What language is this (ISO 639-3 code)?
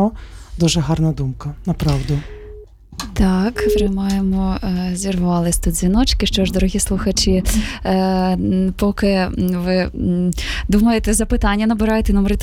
ukr